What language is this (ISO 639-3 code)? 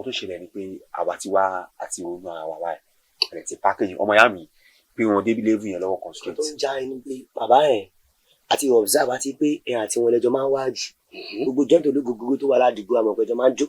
yor